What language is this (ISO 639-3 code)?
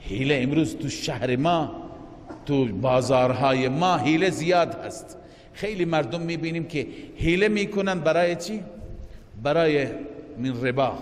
fas